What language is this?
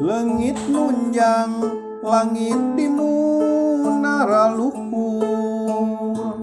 Sundanese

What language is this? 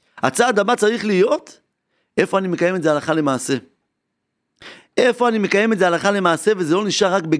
Hebrew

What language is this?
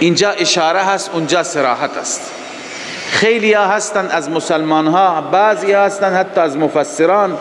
Persian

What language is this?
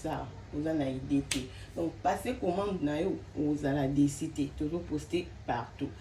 Lingala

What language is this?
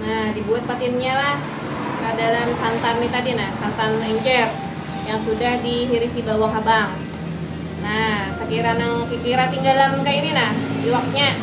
Banjar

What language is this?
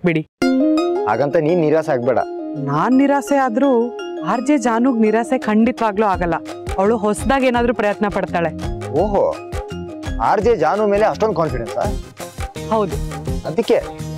Kannada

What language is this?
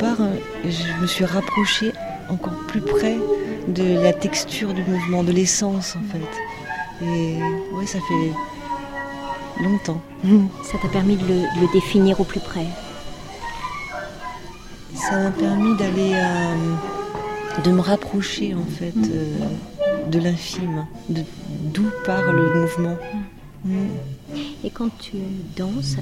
French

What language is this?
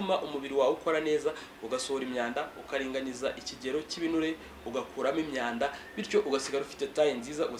Kinyarwanda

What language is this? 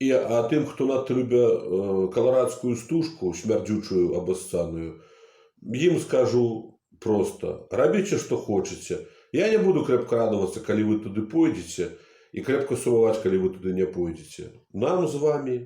Belarusian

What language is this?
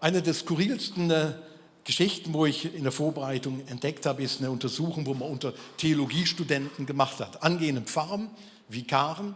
Swiss German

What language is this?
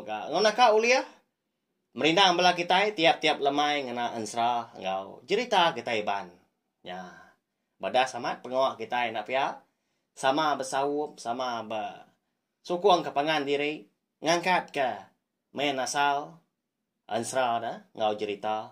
Iban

